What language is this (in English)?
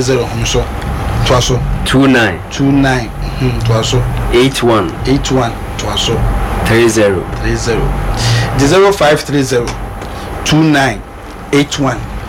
Akan